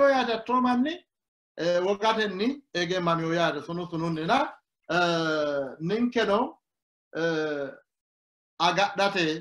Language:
Sidamo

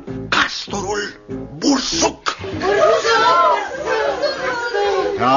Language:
Romanian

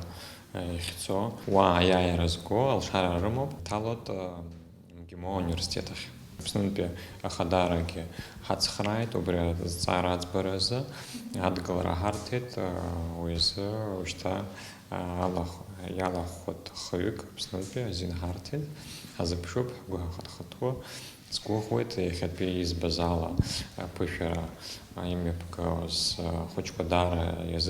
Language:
Abkhazian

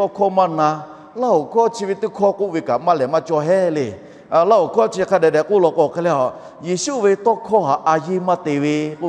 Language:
Lahu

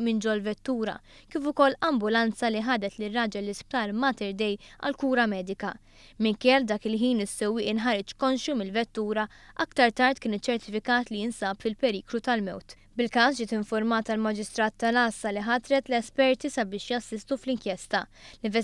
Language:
Maltese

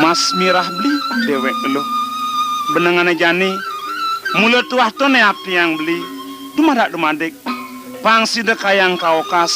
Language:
Balinese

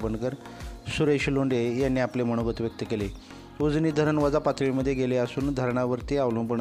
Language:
Marathi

